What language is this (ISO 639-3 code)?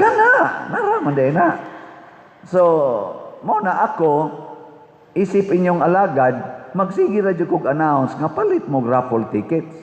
ceb